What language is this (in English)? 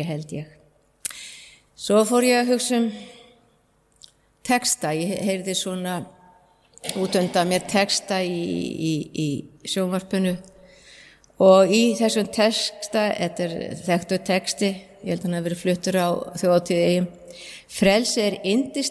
Icelandic